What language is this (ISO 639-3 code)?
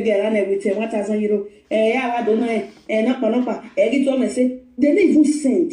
pcm